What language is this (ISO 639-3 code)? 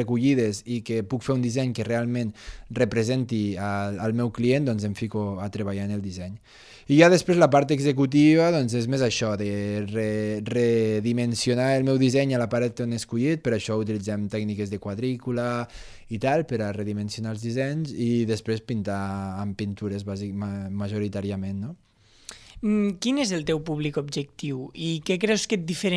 cat